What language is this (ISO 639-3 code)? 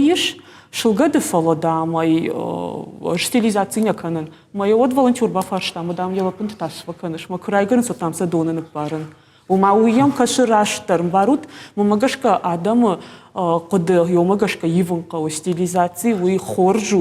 oss